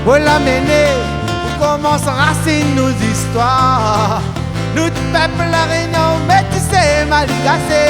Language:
Réunion Creole French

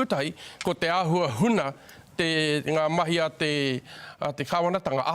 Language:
Māori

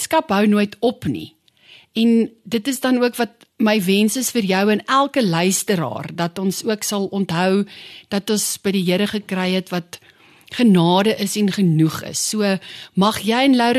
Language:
Afrikaans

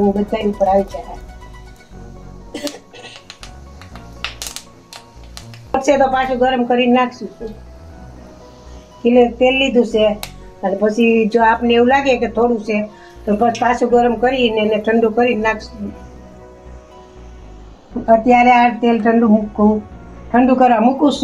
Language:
Gujarati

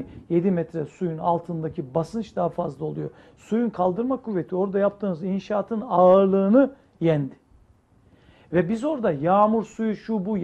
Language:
Turkish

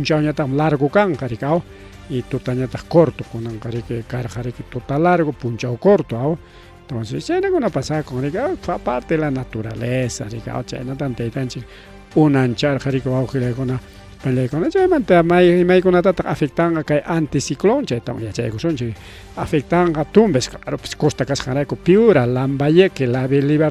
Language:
Ayacucho Quechua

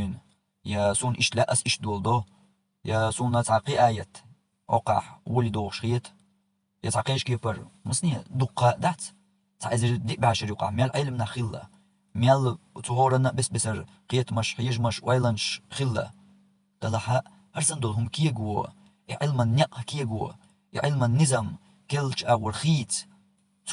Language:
Chechen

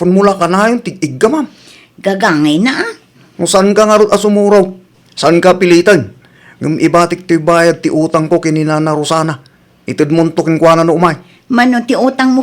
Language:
Iloko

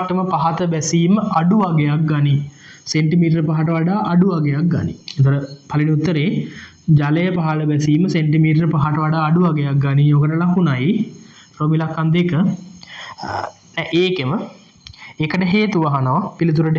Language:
Sinhala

